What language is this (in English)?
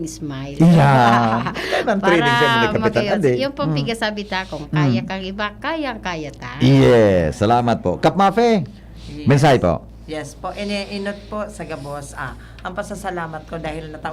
Bikol